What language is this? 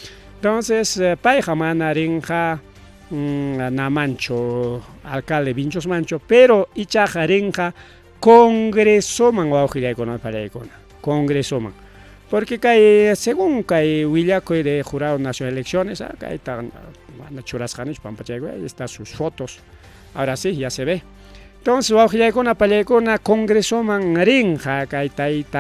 Ayacucho Quechua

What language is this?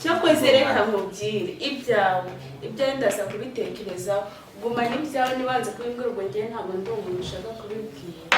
Kinyarwanda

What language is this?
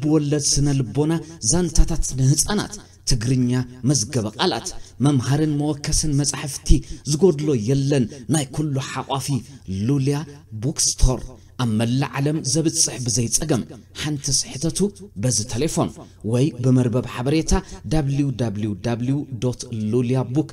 Tigrinya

